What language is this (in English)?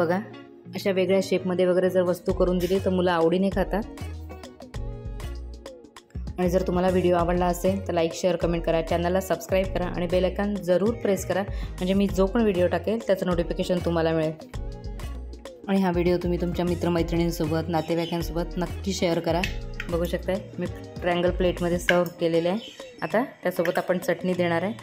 Marathi